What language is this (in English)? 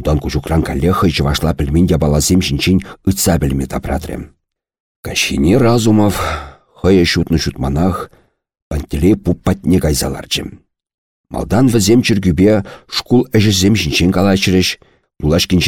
Chuvash